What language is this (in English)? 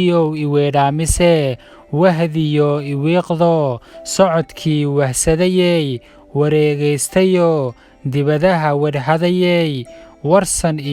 Somali